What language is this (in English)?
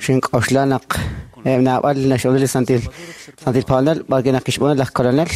Kekchí